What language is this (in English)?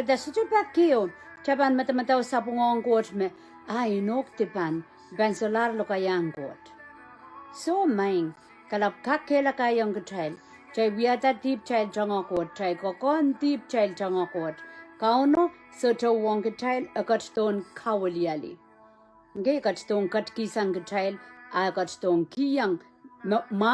Pohnpeian